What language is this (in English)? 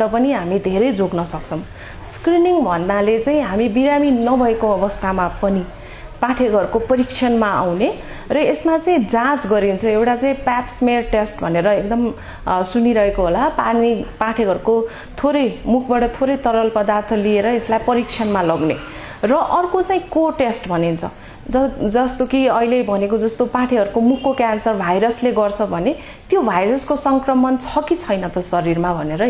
Nepali